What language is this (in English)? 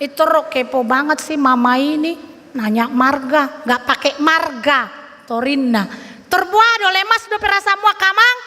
Batak Toba